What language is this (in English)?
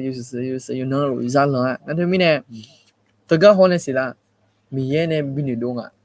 Akha